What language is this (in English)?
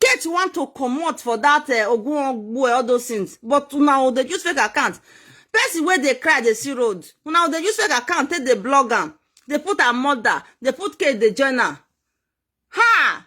Nigerian Pidgin